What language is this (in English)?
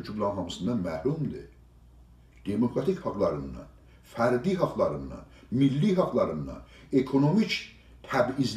South Azerbaijani